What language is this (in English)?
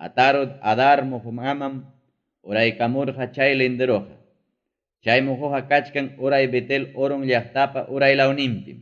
Ayacucho Quechua